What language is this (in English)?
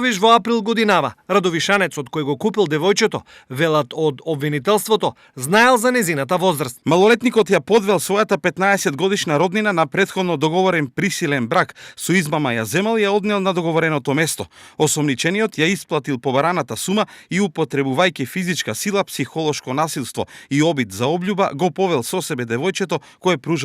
Macedonian